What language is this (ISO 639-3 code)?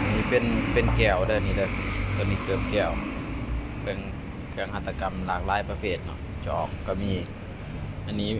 lao